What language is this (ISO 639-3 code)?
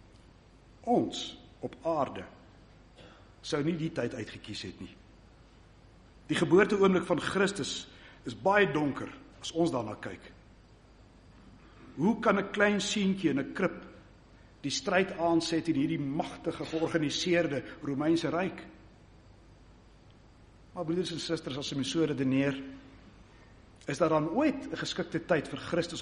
afr